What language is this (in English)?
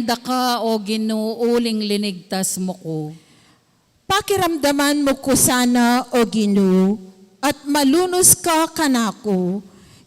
Pampanga